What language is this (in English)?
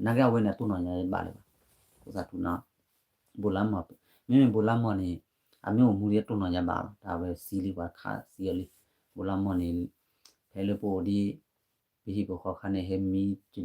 S'gaw Karen